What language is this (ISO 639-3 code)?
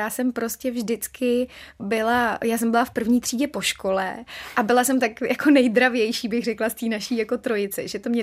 ces